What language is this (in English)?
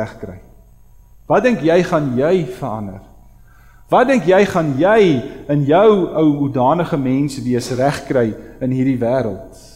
Afrikaans